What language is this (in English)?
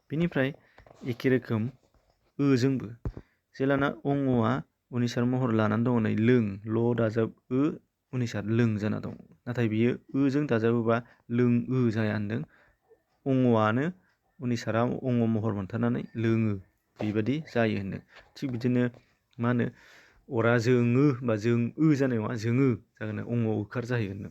Bodo